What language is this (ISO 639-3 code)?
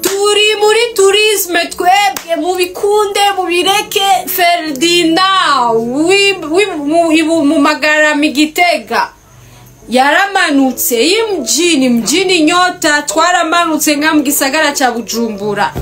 run